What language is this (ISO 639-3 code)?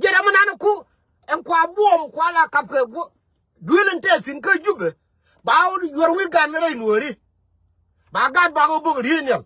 nus